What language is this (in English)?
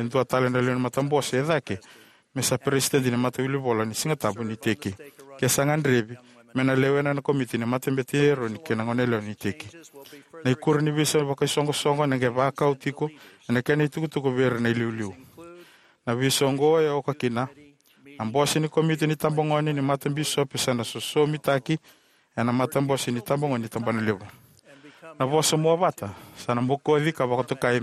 Fijian